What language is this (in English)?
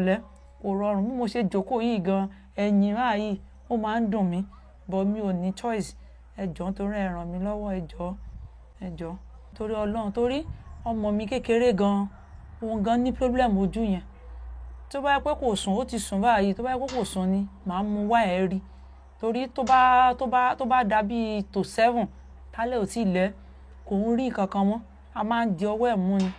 Yoruba